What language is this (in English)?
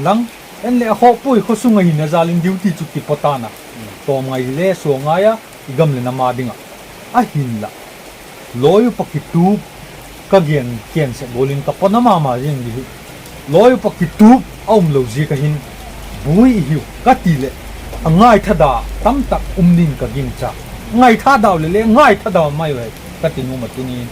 Paite Chin